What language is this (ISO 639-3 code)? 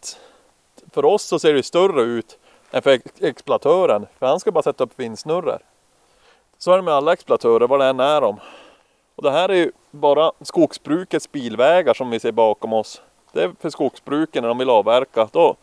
swe